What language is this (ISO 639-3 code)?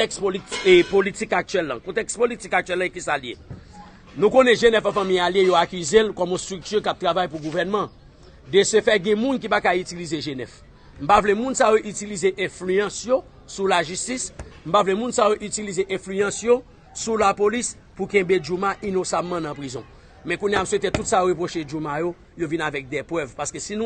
hat